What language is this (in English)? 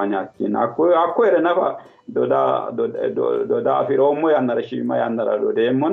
Sidamo